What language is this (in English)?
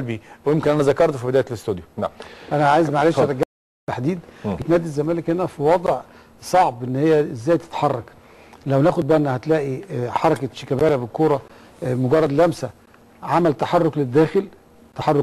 Egyptian Arabic